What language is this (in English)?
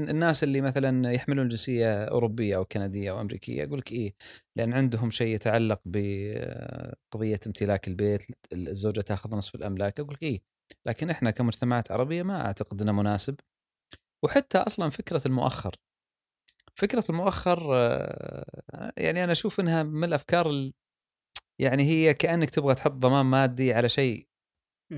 Gulf Arabic